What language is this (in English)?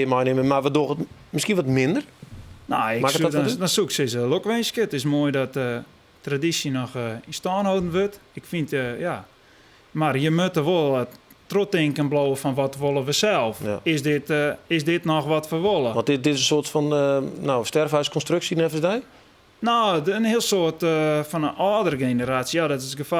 Western Frisian